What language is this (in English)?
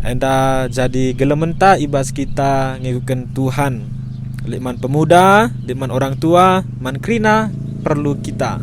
Batak Karo